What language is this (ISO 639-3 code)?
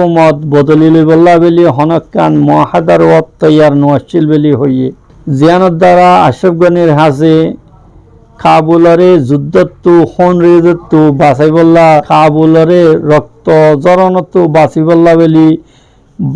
rhg